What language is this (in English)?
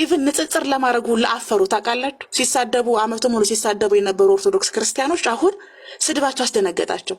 Amharic